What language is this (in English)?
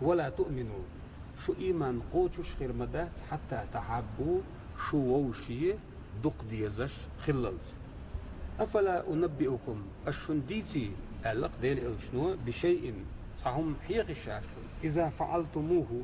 Chechen